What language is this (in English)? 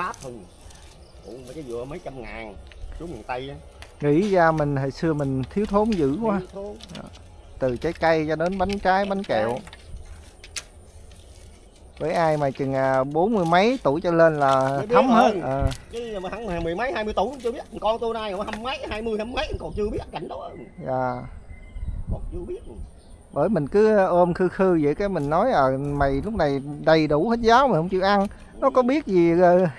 Vietnamese